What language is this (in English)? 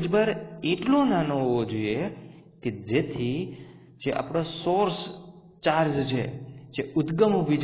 Gujarati